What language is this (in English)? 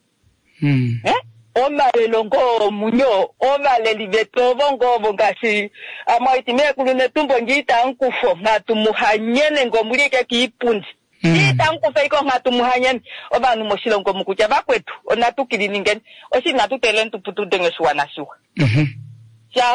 Kuanyama